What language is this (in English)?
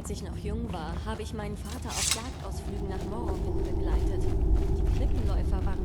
Bavarian